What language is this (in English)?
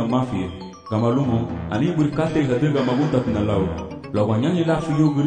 Garifuna